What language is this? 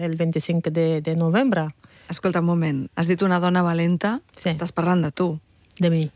Catalan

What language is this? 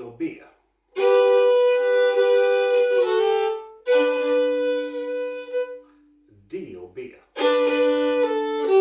Swedish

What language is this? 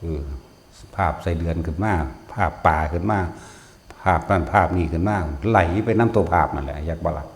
Northeastern Thai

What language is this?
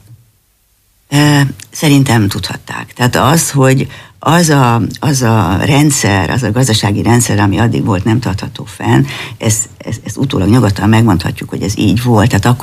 Hungarian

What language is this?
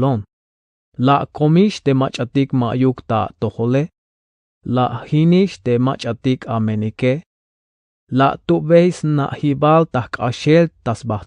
Tzeltal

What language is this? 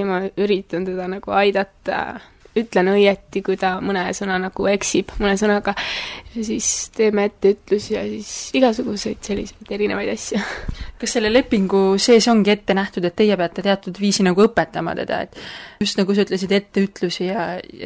Estonian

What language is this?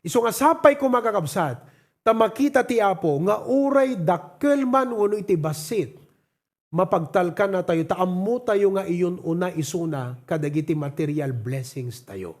Iloko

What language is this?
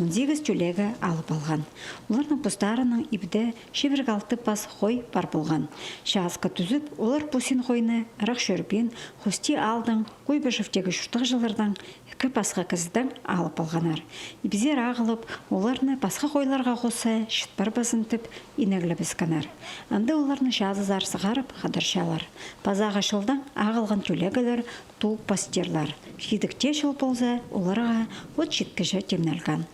Khakas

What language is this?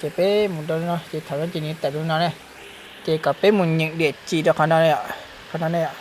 Hmong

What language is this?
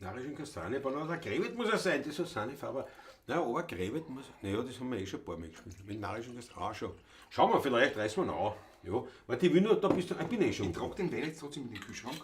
Bavarian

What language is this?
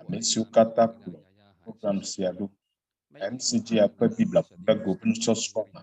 Ewe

